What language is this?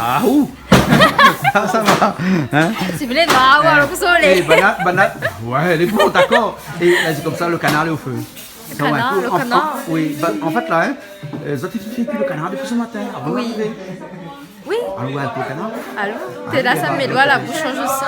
Réunion Creole French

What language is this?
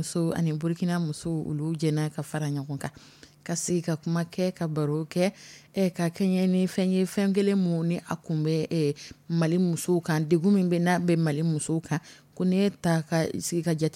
Dyula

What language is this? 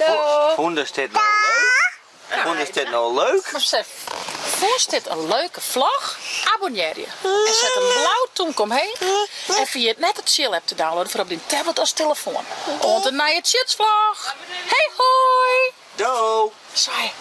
Western Frisian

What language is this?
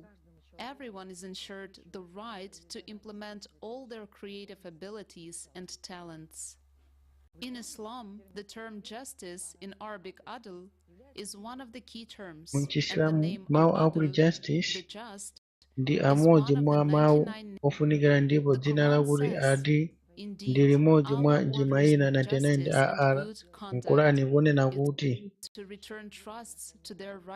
Nyanja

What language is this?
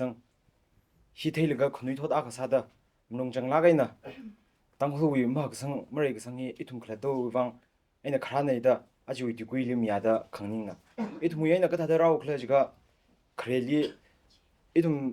Tangkhul Naga (India)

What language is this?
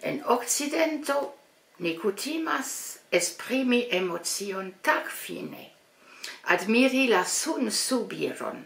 Esperanto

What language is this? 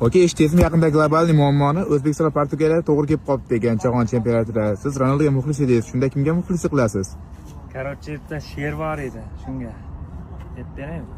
Uzbek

